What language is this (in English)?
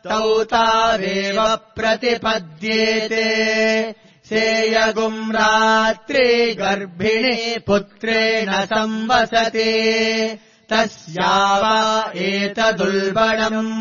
Sanskrit